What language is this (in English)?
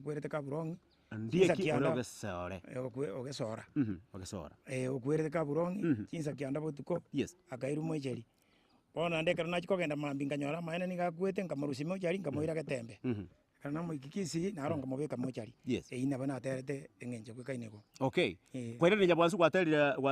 Gusii